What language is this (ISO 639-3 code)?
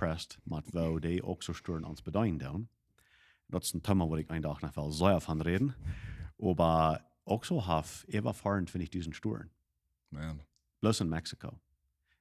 pdt